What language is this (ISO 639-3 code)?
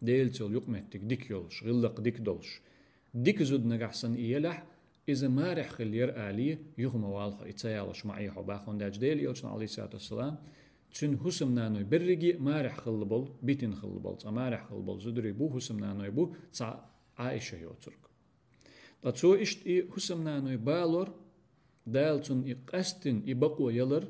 che